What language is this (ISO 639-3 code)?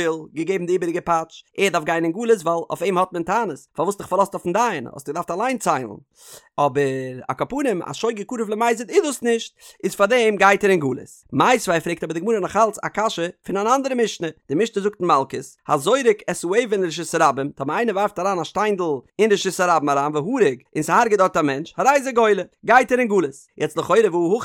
yid